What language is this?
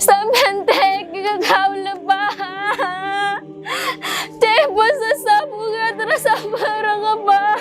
Madurese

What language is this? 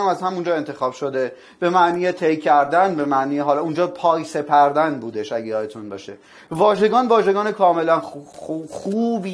Persian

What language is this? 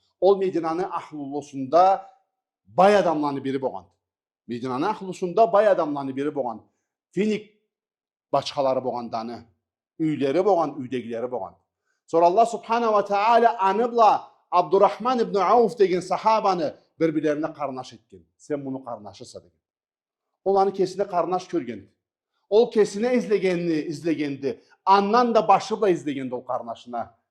Karachay-Balkar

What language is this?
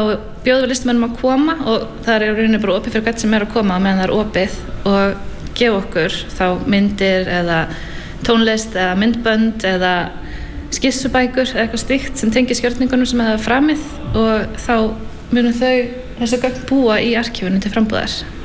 Icelandic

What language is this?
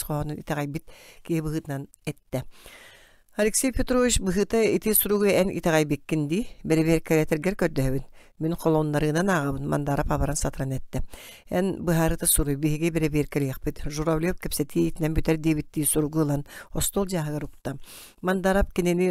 Yakut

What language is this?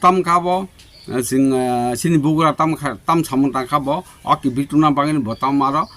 Kok Borok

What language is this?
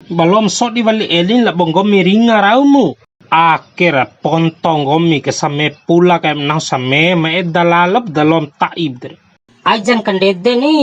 Bima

